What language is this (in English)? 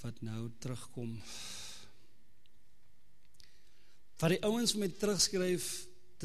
Afrikaans